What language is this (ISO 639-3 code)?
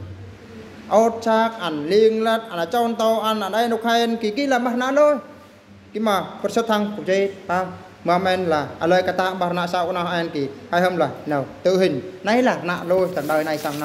bru